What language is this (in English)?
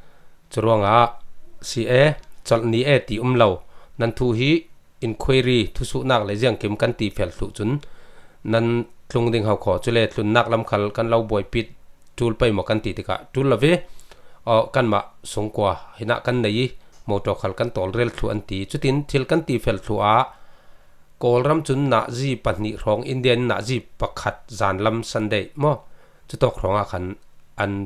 Falam Chin